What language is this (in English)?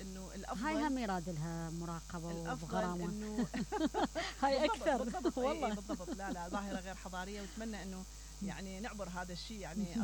Mesopotamian Arabic